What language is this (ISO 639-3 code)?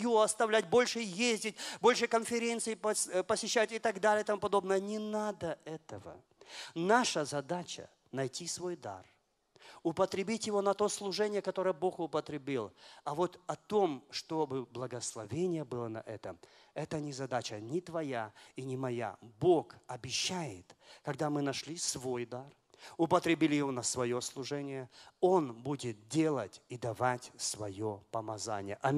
rus